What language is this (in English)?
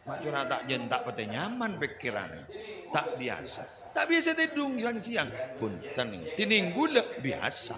Madurese